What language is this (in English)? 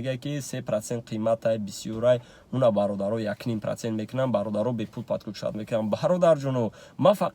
Tajik